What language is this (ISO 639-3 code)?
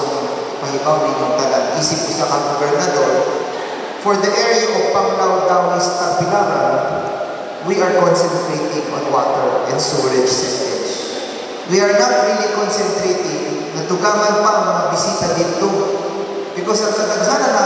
ceb